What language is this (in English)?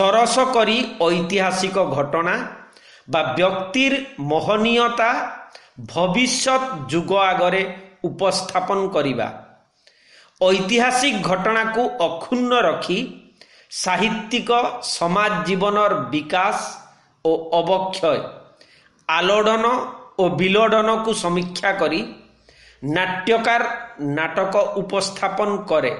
Odia